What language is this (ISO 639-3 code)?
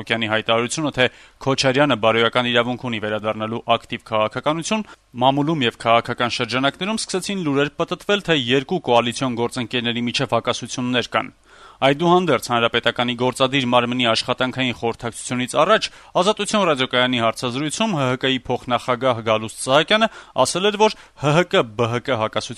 hye